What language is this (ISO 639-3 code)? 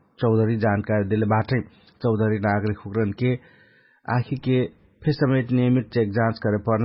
thl